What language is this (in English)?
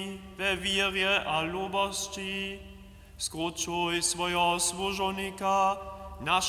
Upper Sorbian